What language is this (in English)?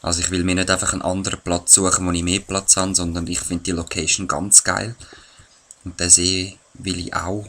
Swiss German